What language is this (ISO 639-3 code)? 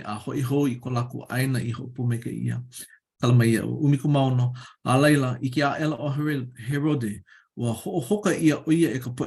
haw